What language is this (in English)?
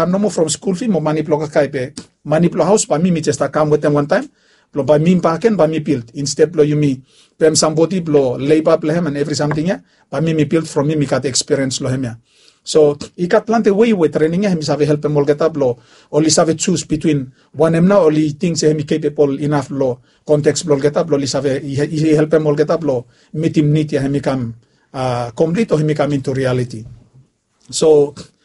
Bislama